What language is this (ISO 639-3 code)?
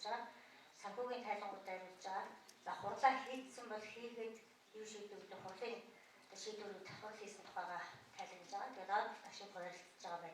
mon